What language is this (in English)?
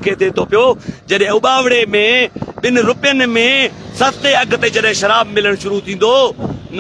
Sindhi